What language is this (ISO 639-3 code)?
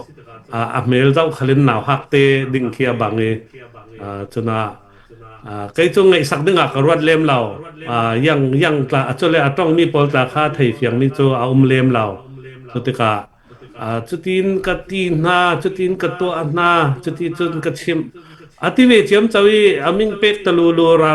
cfm